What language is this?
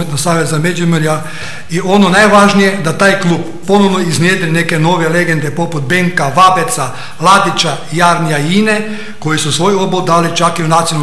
Croatian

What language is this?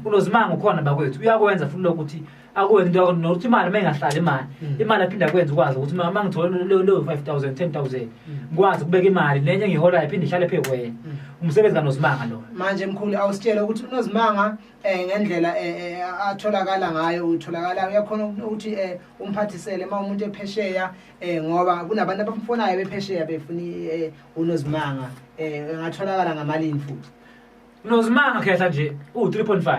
Zulu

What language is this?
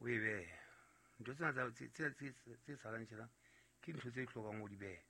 Southern Sotho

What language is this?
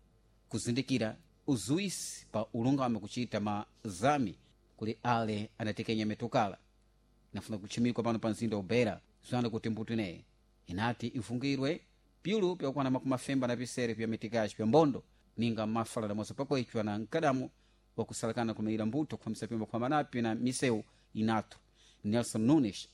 Sena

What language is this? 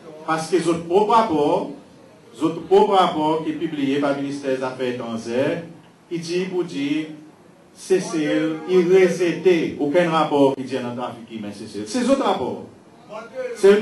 Seselwa Creole French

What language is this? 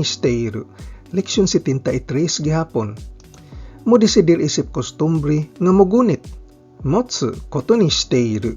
Cebuano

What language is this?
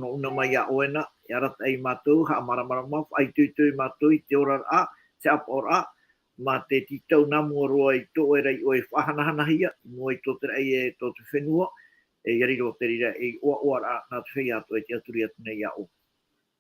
Tahitian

